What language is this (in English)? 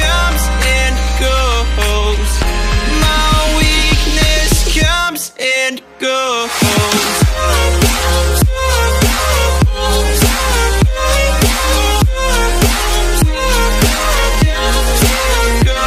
English